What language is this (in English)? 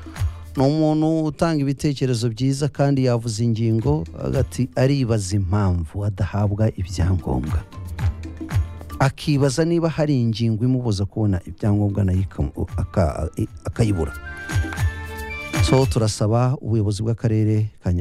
Kinyarwanda